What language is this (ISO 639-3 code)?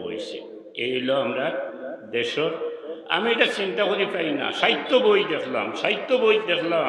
syl